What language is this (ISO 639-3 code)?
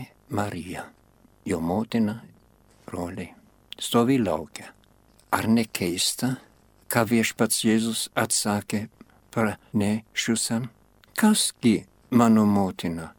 lit